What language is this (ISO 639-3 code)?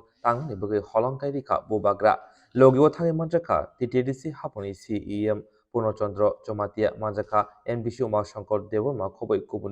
trp